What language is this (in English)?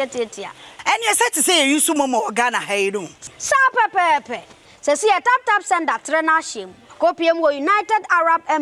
Akan